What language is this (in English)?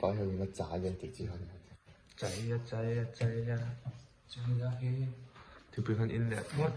Mizo